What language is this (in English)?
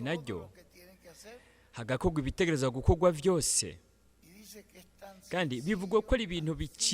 Rundi